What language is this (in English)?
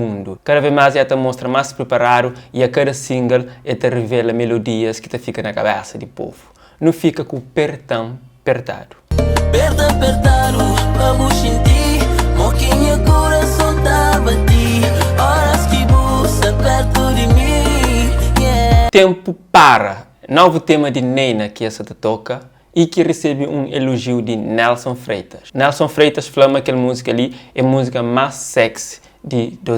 Kabuverdianu